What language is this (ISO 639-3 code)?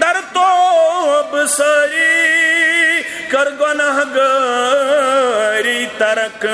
kas